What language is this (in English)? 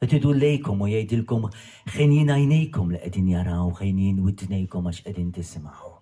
Maltese